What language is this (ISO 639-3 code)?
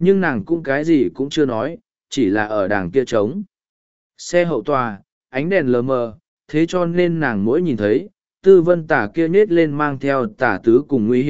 vie